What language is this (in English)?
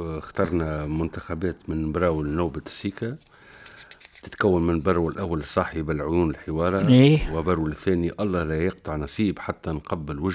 Tunisian Arabic